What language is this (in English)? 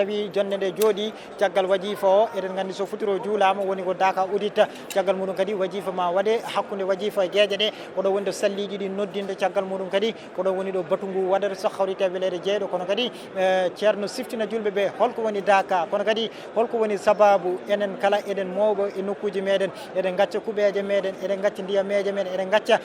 Fula